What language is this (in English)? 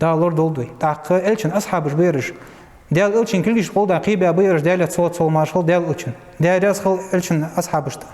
Ingush